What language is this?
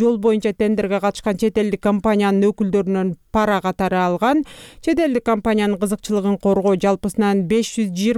Kyrgyz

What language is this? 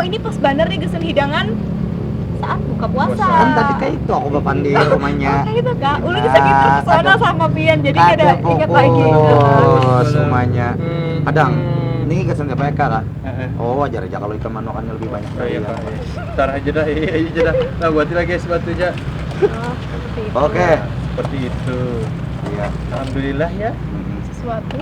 Banjar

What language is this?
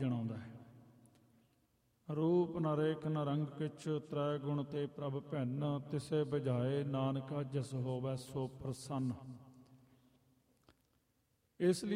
Punjabi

